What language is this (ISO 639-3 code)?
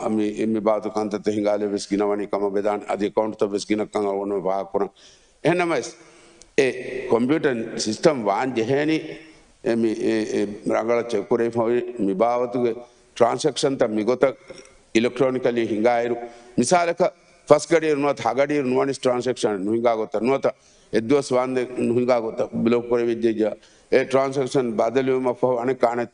div